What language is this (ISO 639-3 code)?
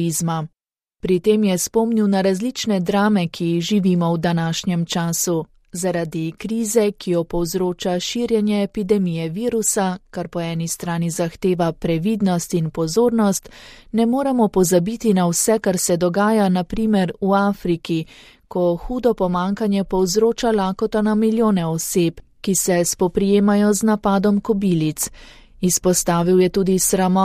slv